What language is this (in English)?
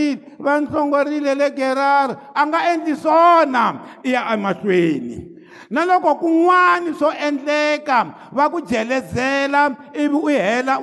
Tsonga